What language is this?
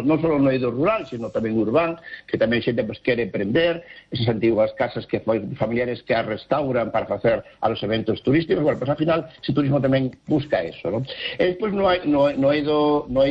Galician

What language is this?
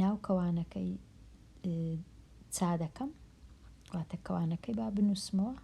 Central Kurdish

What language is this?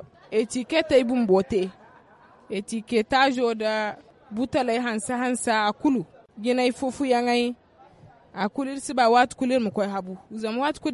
Zarma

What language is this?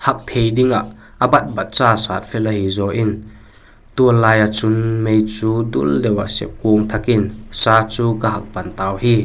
Vaiphei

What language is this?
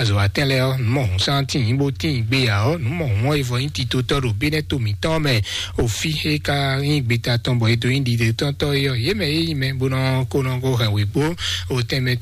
Fon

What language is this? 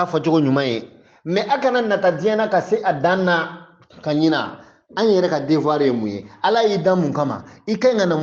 Bambara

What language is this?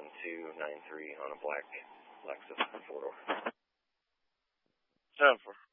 English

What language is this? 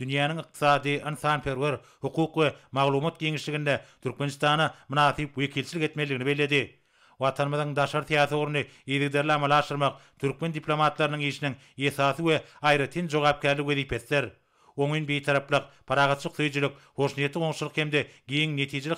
Turkmen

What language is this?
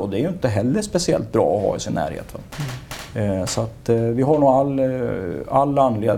Swedish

